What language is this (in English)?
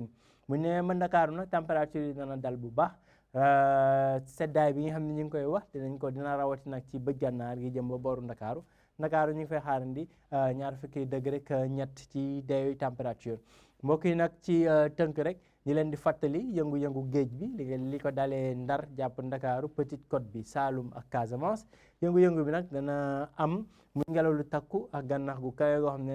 Wolof